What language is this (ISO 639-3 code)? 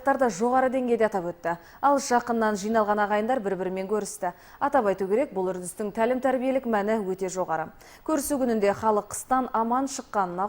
kaz